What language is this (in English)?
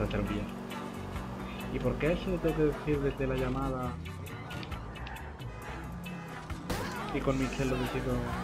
Spanish